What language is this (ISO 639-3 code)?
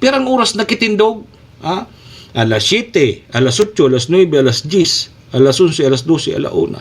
bik